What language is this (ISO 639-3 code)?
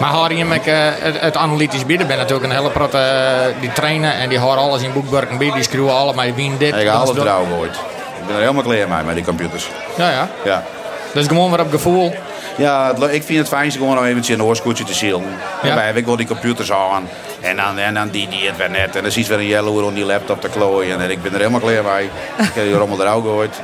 fry